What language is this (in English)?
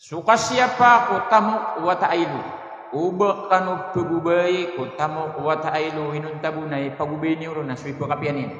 Maranao